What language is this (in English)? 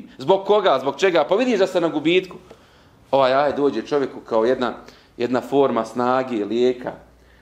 Bosnian